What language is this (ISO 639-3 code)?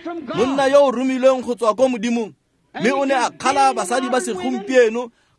tsn